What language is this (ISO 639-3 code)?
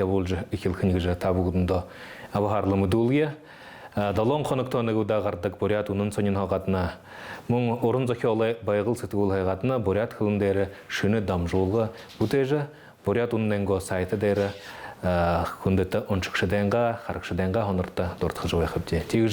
bua